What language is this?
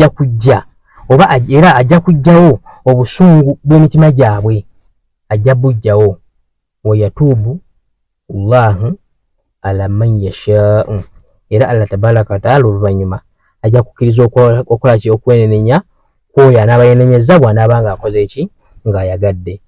Ganda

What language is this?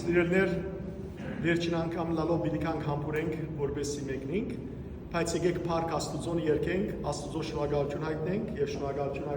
Western Armenian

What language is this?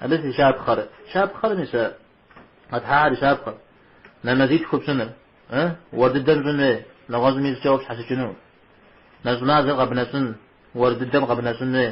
Kabardian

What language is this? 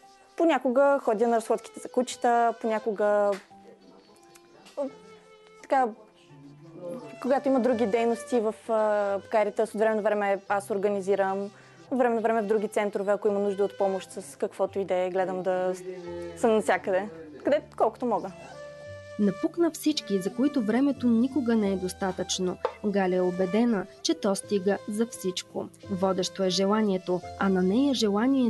Bulgarian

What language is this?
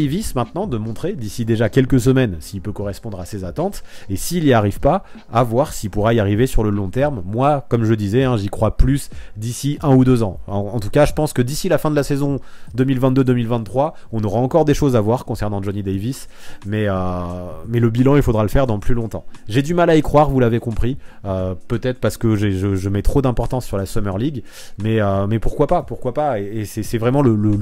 French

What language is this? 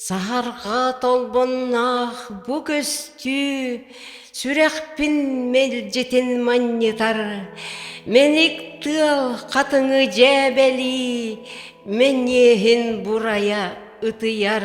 Yakut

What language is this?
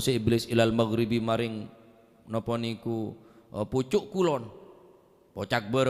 Madurese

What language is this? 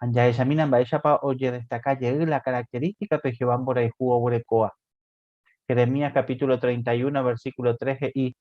Guarani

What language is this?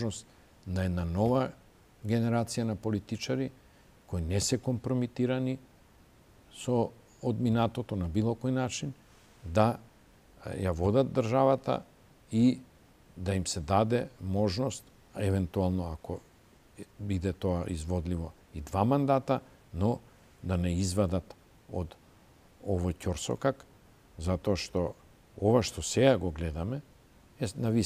Macedonian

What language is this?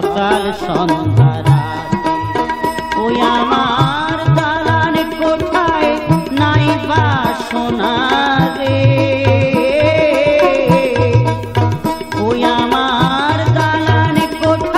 Bangla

